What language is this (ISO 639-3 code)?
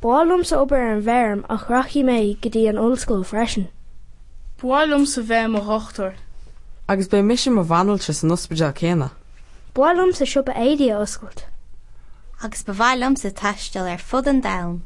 gle